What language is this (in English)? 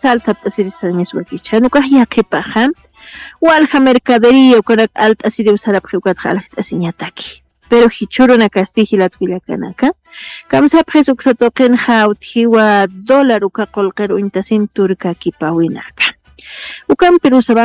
Aymara